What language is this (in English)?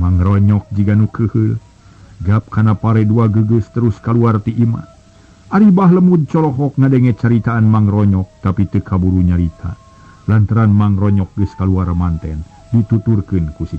Sundanese